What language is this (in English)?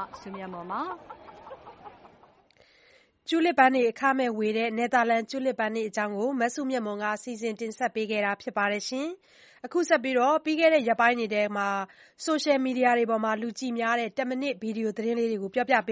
Burmese